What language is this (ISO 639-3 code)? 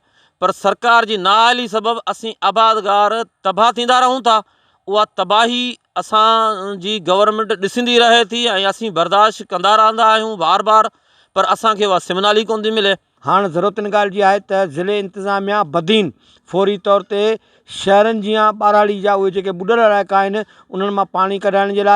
snd